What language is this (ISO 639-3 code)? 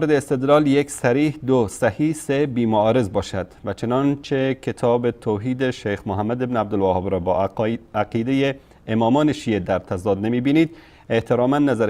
fas